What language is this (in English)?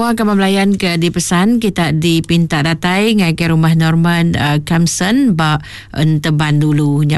Iban